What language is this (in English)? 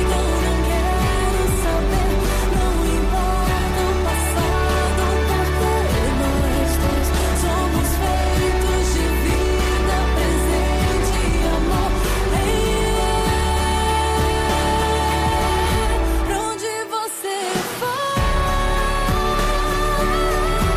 Portuguese